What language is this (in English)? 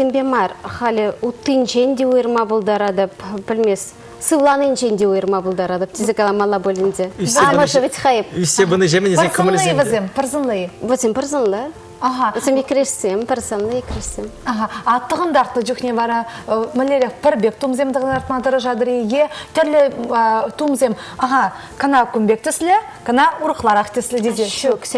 Chuvash